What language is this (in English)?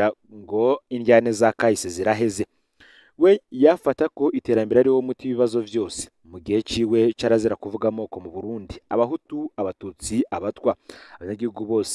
Rundi